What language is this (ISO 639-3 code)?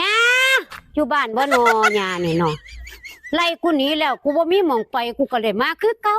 tts